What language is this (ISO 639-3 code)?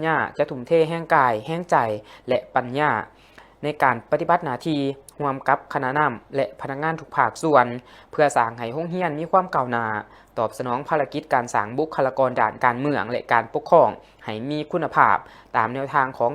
lao